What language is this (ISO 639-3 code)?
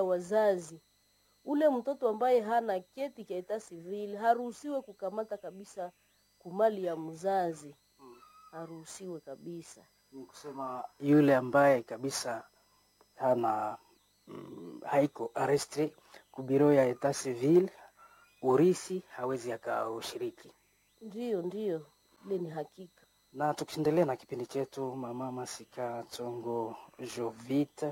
swa